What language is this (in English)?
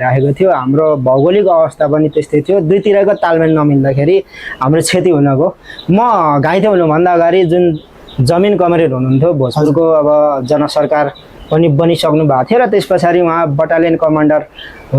Nepali